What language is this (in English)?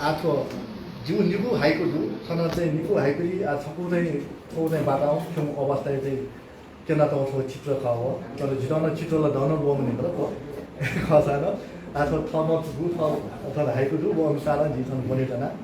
Newari